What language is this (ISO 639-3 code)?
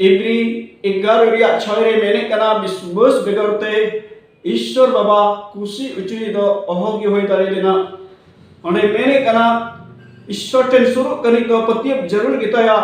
sat